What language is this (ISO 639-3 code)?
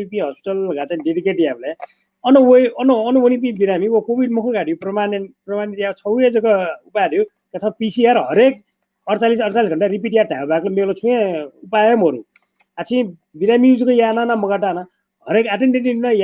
new